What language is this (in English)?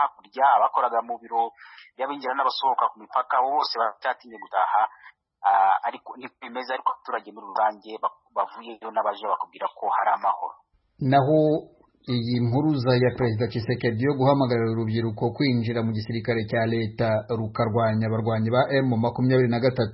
Kinyarwanda